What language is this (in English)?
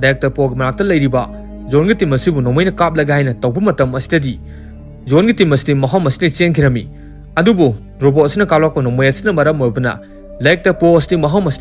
Manipuri